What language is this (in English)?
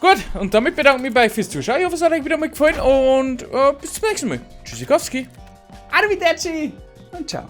Bavarian